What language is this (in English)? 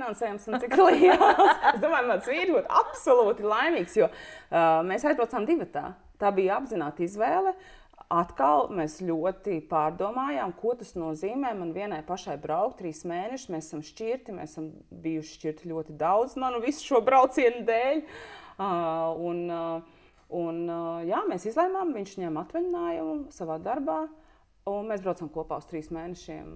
Latvian